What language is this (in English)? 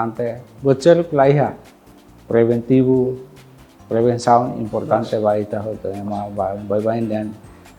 Tetum